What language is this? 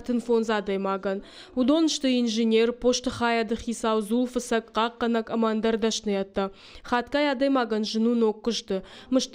Ossetic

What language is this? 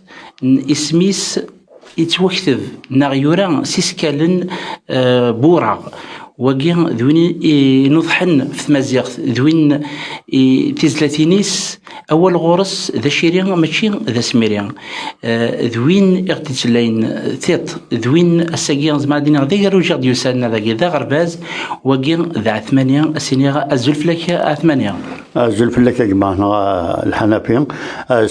Kabyle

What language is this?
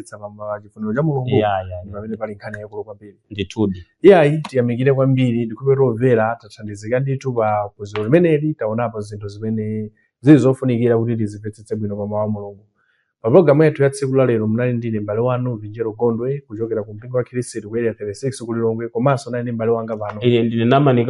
Nyanja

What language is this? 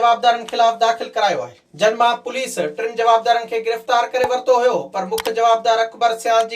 Sindhi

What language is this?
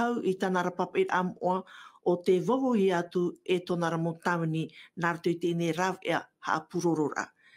Tahitian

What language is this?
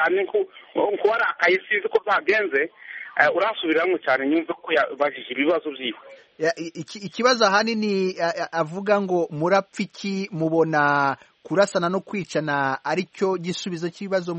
Kinyarwanda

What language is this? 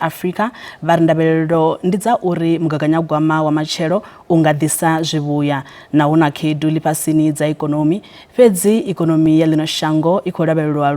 Venda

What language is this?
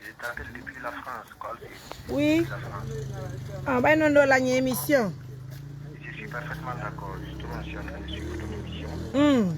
Pular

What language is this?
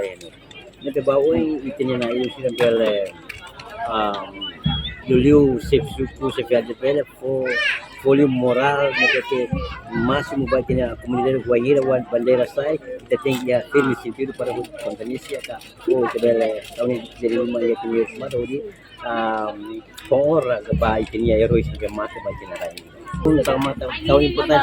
Tetum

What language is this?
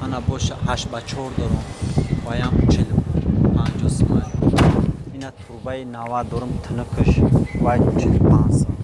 Tajik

